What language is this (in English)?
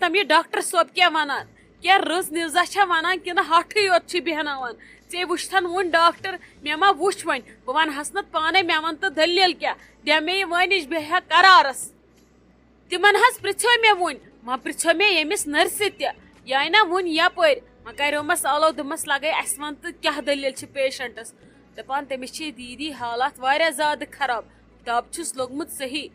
Kashmiri